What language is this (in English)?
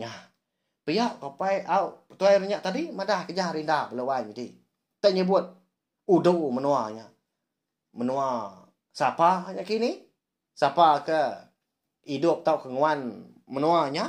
Iban